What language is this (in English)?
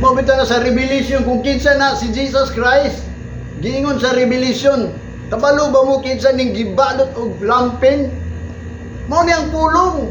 Cebuano